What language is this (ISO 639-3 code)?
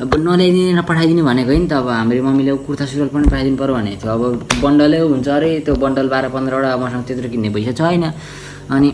nep